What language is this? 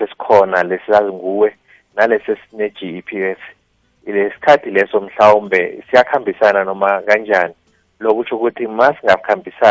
South Ndebele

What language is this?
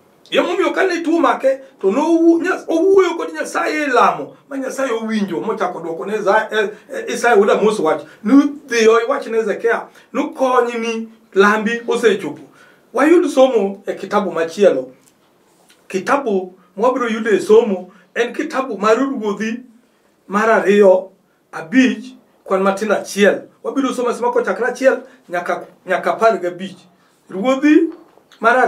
Luo (Kenya and Tanzania)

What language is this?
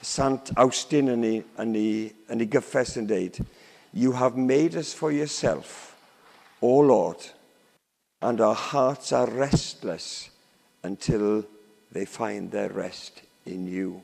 Welsh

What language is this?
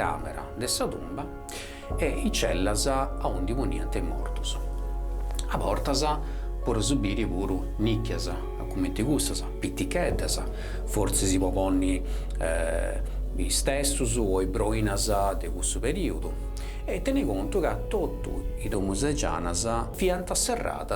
Sardinian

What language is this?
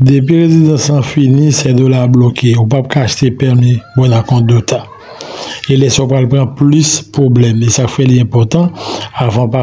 Haitian Creole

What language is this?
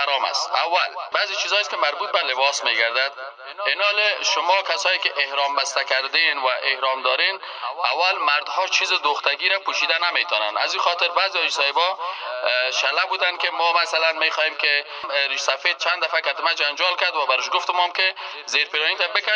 Persian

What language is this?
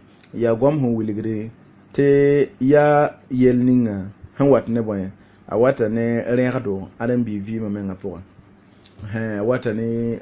Mossi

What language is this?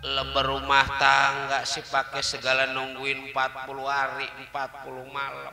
Betawi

